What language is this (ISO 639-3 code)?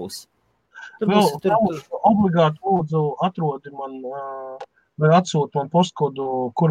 lav